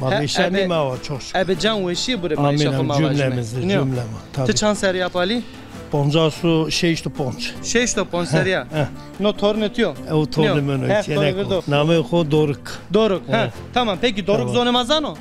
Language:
Zaza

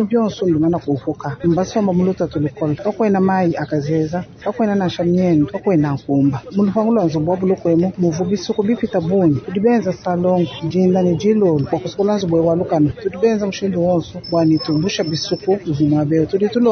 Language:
Luba-Lulua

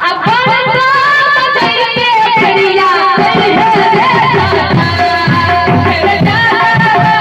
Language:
Maithili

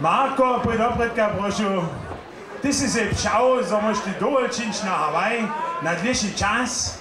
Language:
Upper Sorbian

